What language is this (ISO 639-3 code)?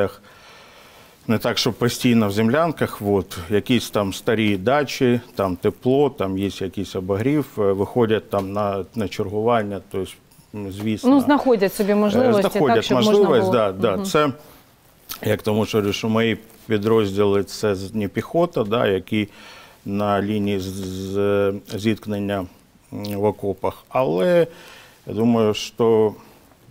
ukr